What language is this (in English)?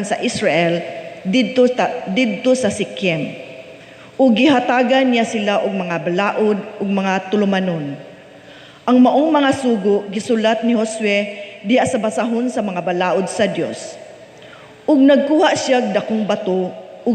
Cebuano